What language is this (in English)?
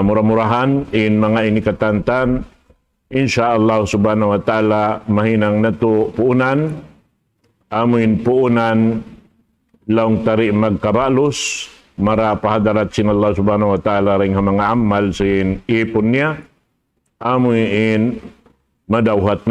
Tausug